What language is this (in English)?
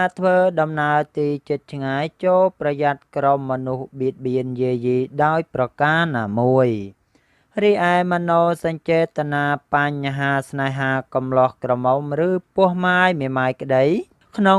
Khmer